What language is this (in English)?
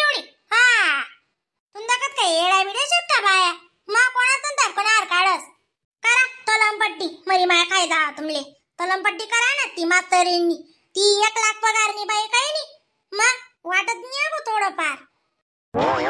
Khandesi